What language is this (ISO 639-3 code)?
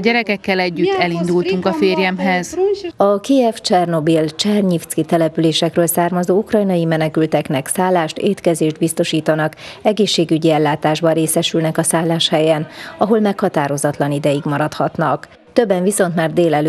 hun